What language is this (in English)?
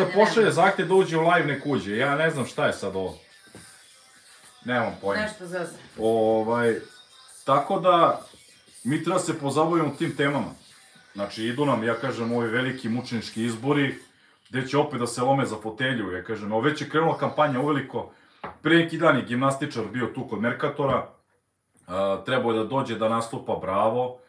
Serbian